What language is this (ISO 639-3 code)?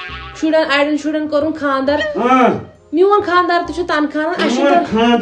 kas